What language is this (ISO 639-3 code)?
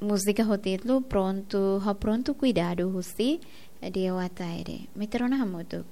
tet